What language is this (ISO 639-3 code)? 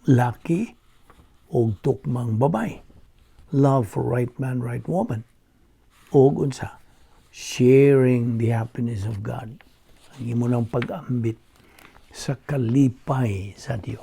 ceb